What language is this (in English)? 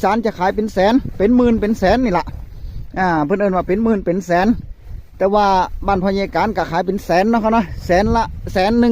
Northeastern Thai